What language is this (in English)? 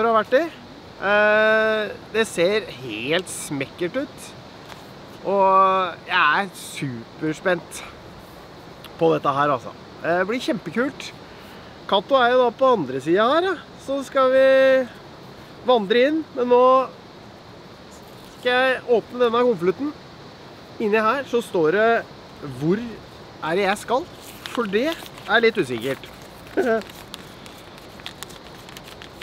Norwegian